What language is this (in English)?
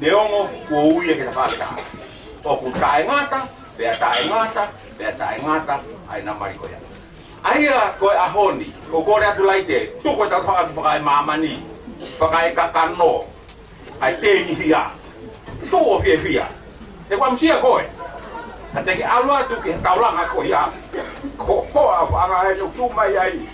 Tongan